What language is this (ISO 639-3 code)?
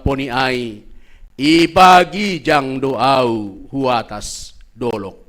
bts